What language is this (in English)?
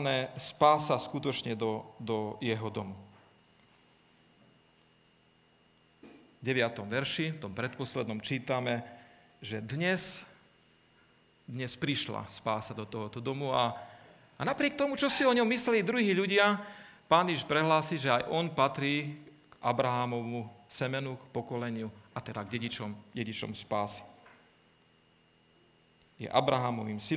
Slovak